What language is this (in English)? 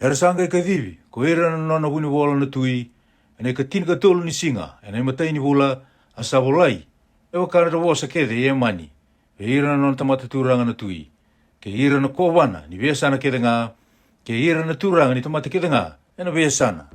Fijian